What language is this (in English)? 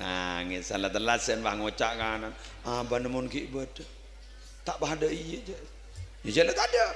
Madurese